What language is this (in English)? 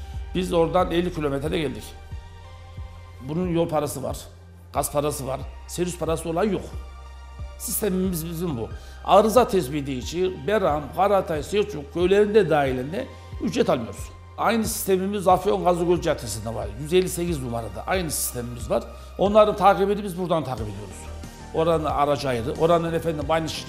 Turkish